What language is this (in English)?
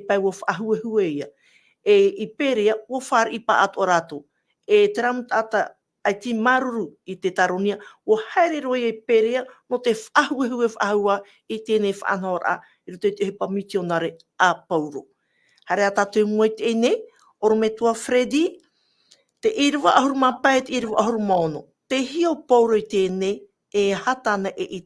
Tahitian